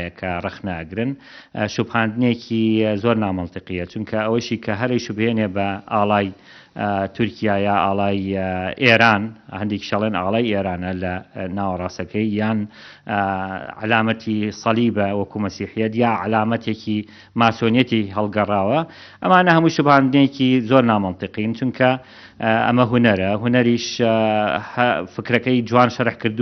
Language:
Central Kurdish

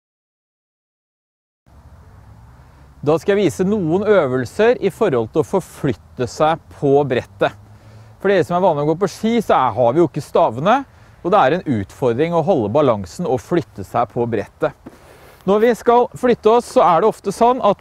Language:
Norwegian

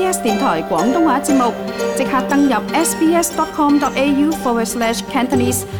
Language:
Cantonese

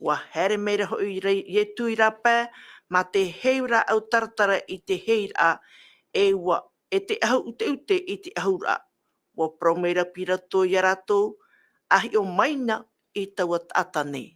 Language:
Tahitian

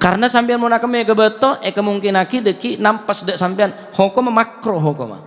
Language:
Madurese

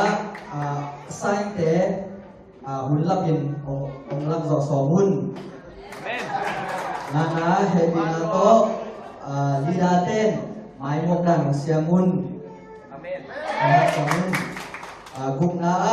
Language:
Tedim Chin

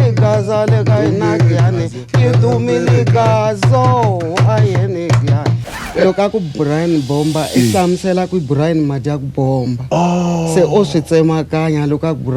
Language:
Tsonga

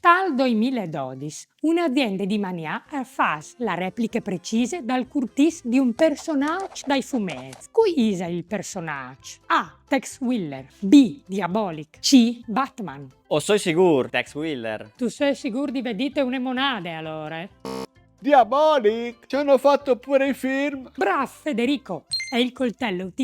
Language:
Friulian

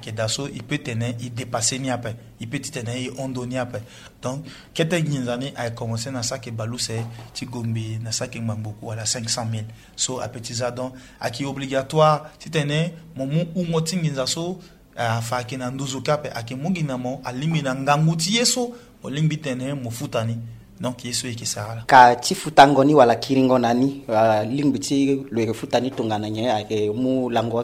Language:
Sango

